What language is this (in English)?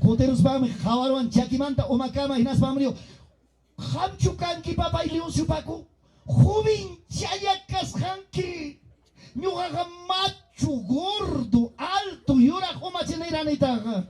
Ayacucho Quechua